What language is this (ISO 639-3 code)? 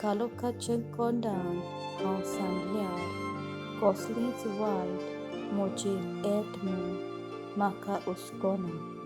kok